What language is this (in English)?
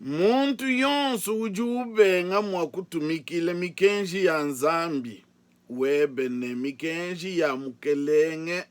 Luba-Lulua